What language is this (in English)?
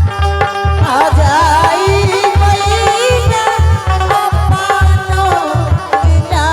Angika